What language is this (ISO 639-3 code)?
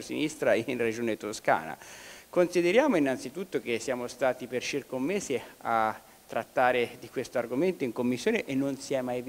ita